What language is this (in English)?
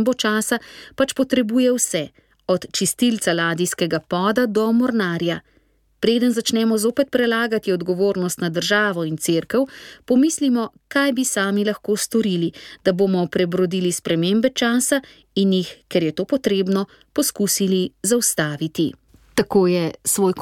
Slovenian